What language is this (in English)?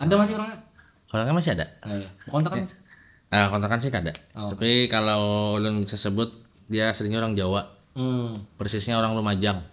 Banjar